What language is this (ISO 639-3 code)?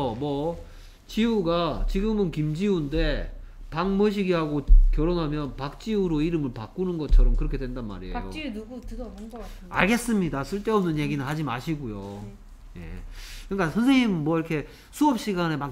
kor